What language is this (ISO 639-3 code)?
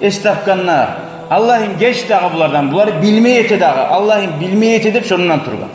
kum